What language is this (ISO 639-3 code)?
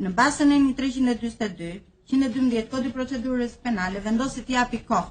sqi